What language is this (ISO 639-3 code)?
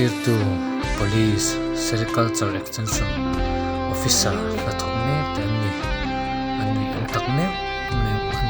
lus